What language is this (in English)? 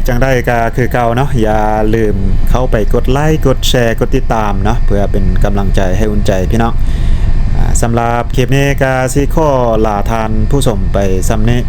Lao